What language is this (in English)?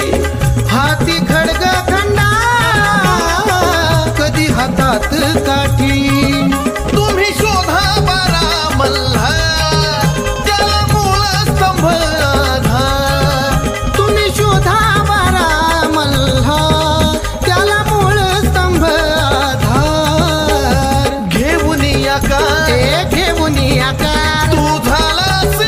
Marathi